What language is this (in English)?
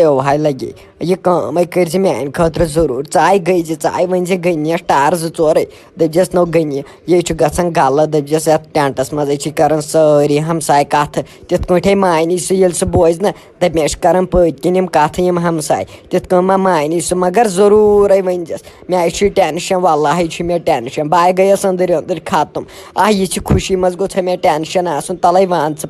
Kashmiri